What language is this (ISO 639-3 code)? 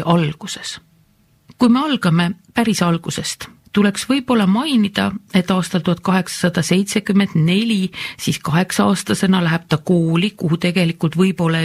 est